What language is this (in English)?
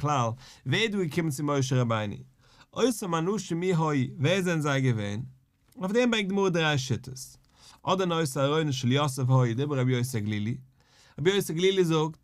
Yiddish